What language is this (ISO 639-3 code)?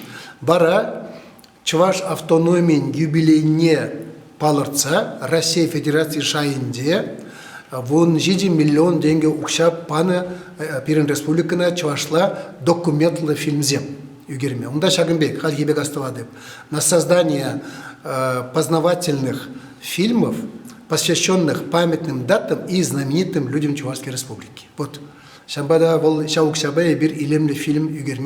chv